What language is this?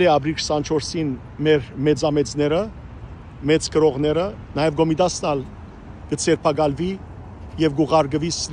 Western Armenian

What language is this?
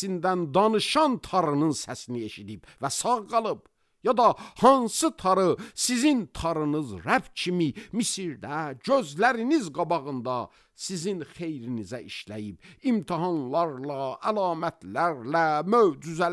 Azerbaijani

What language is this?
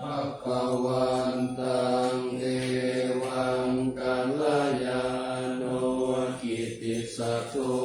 Pali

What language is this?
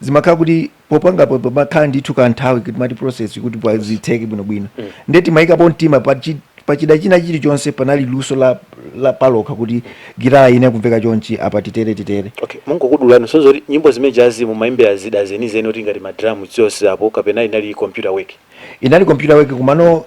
Nyanja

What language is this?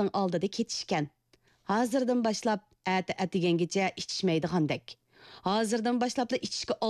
Uyghur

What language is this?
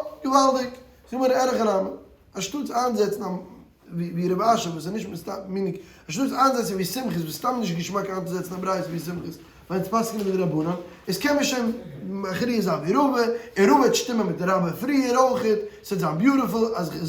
Yiddish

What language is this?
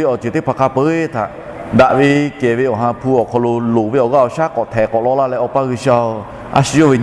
Lahu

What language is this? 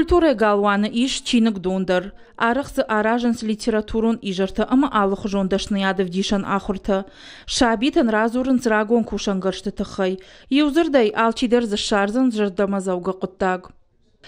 Ossetic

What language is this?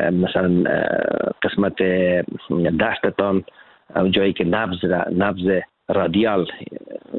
Persian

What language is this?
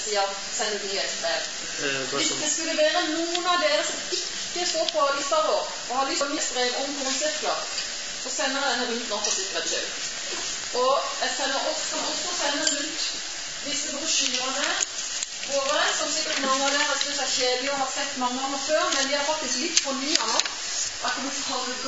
Norwegian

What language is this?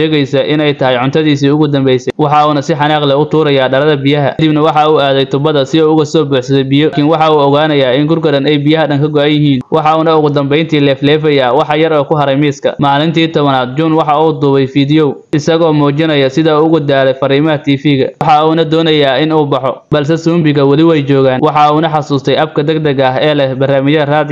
Somali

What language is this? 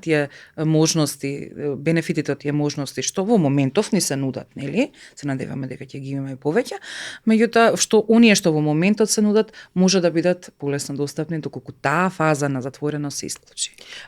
Macedonian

